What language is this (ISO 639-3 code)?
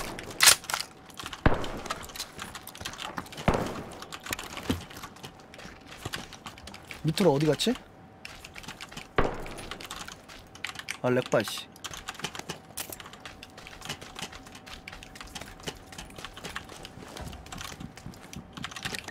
kor